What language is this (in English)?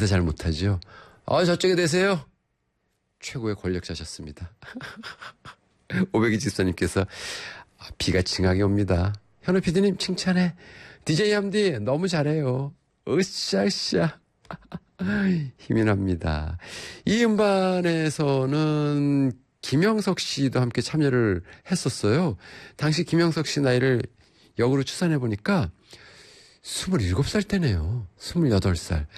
Korean